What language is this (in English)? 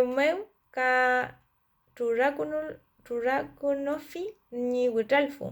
Mapuche